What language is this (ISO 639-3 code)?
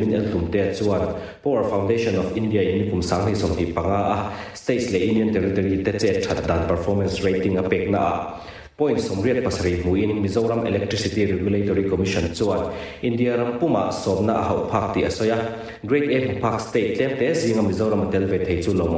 lus